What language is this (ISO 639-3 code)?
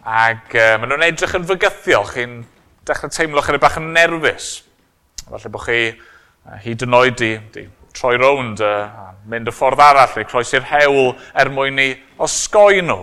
cym